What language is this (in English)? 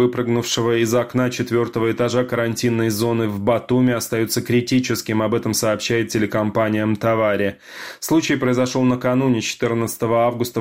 Russian